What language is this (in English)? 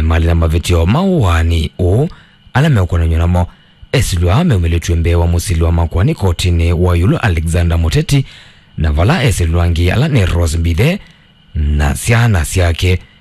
Kamba